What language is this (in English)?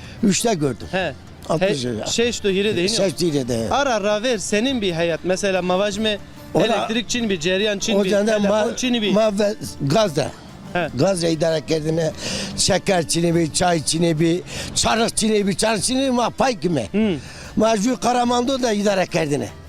Zaza